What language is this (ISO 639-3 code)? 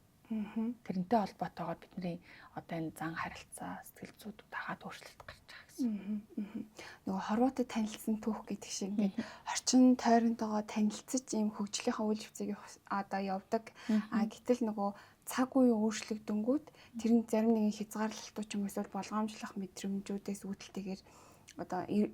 mon